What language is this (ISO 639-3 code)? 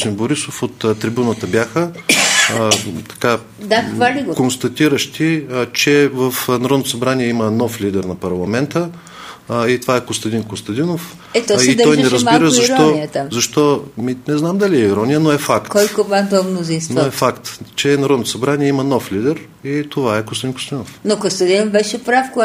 bul